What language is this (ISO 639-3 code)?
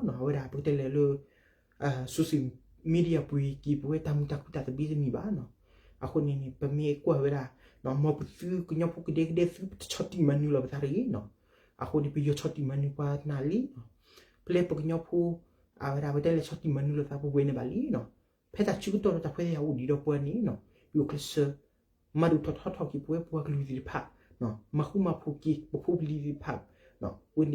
ksw